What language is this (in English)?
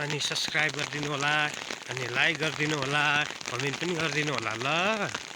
Nepali